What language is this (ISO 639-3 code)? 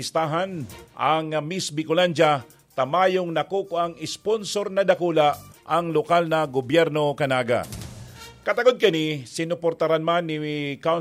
bik